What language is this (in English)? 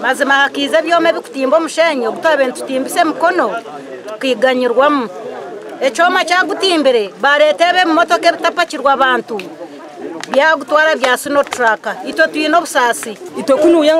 Nyankole